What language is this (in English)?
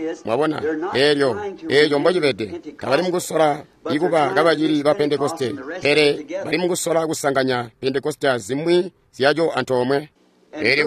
Tonga (Zambia)